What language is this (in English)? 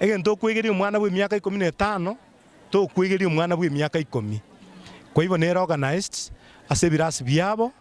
Gusii